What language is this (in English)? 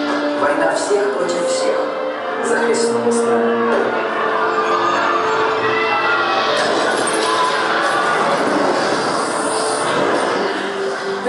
Russian